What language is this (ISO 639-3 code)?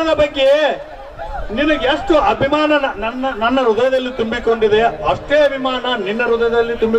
kan